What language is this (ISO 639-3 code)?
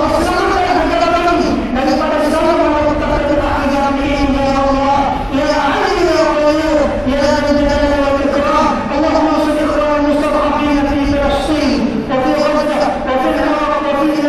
msa